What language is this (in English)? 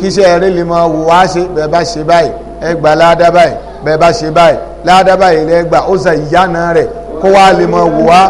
Yoruba